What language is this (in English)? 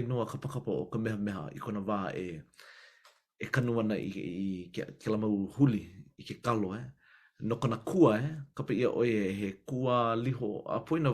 Hawaiian